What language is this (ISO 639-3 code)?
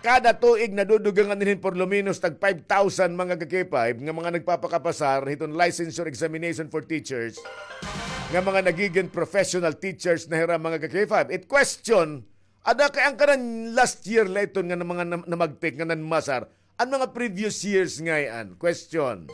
war